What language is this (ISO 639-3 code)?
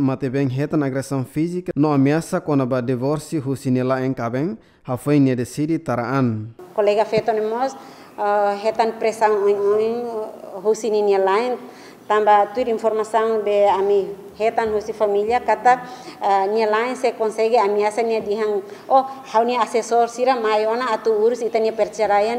tet